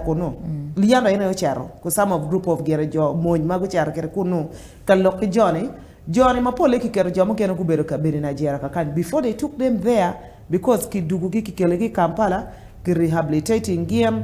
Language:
Acoli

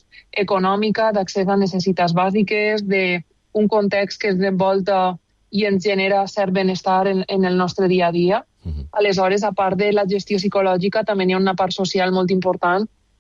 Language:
Catalan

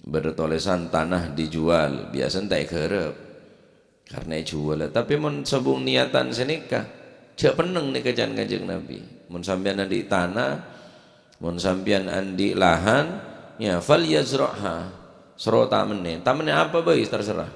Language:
Madurese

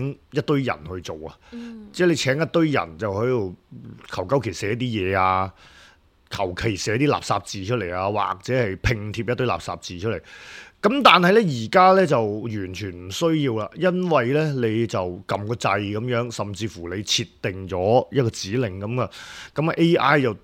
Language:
Cantonese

